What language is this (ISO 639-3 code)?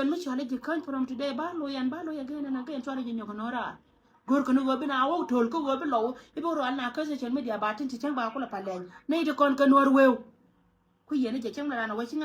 nus